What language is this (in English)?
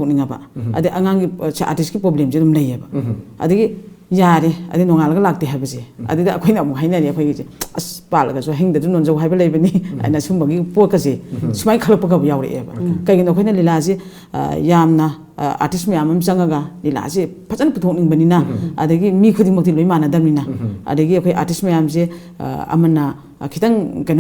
Manipuri